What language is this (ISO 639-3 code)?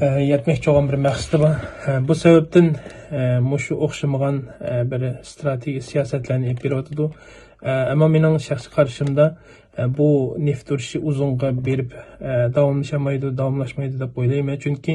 uig